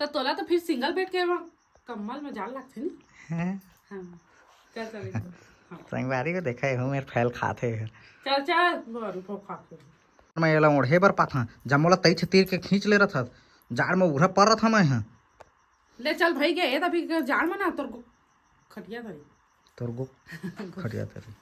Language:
Chhattisgarhi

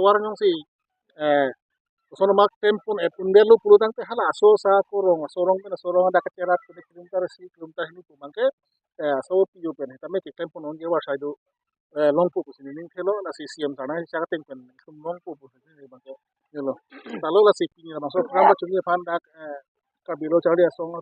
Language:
Karbi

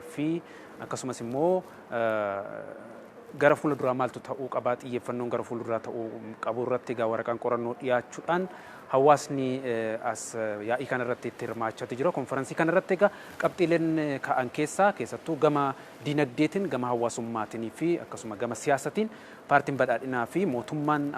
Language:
Oromo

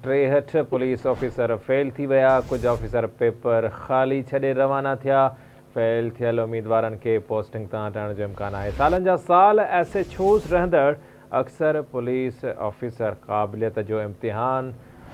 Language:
Sindhi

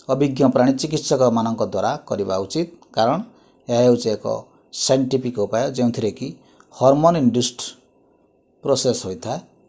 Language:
Odia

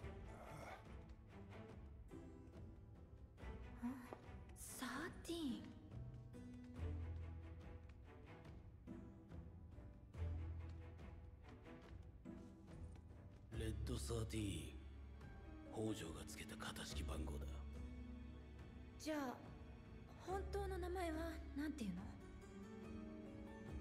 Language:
Japanese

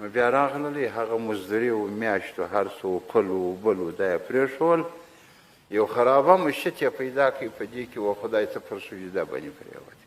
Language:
Pashto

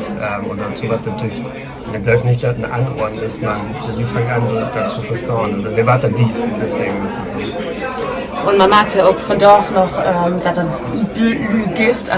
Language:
Low German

